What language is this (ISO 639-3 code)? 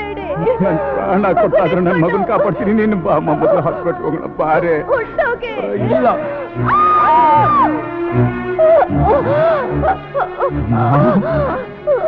kan